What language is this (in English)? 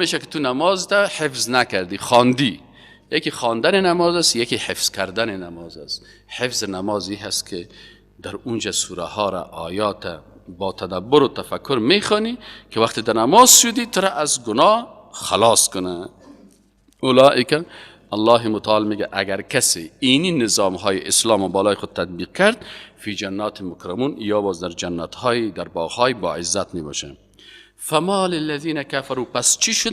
Persian